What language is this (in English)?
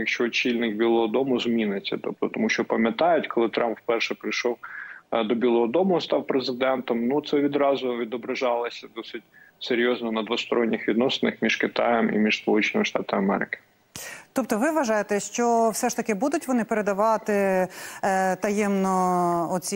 Ukrainian